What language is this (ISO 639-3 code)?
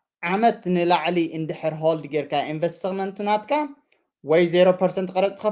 tir